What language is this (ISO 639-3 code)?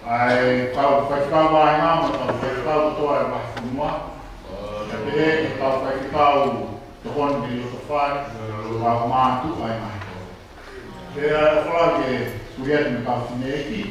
ton